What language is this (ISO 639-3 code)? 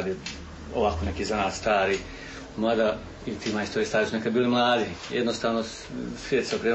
hrv